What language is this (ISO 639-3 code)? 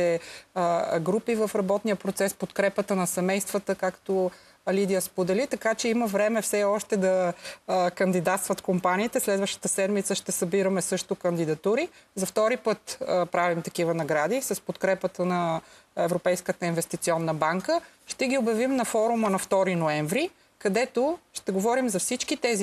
bul